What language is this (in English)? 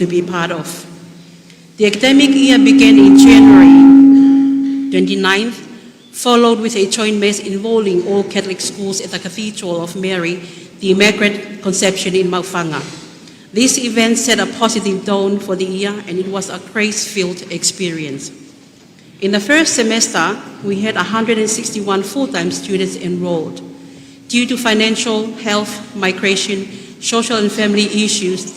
Tongan